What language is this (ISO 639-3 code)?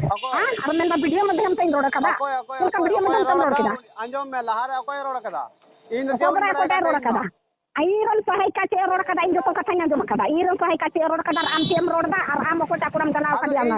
sat